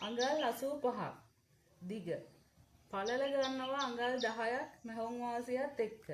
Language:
Sinhala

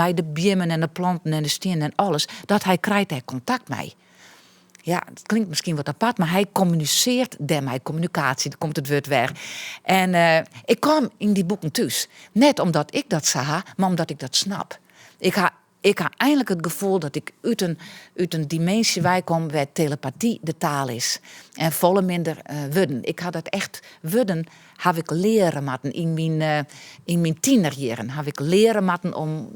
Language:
Western Frisian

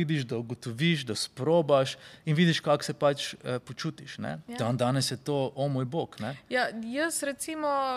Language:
Slovenian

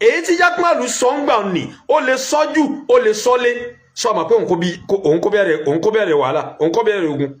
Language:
Yoruba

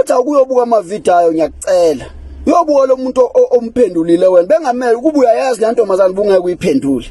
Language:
Zulu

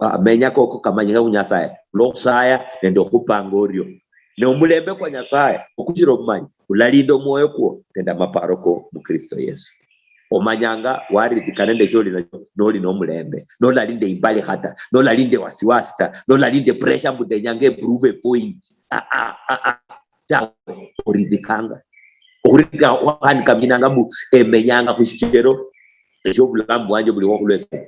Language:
Luyia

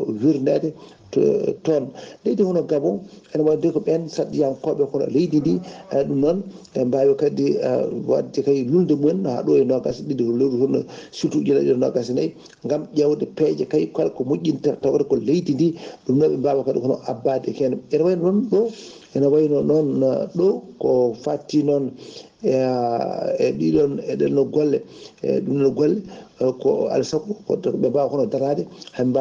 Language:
Fula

